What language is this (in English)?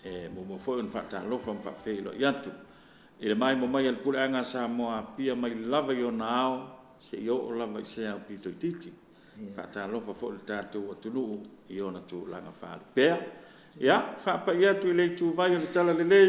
Samoan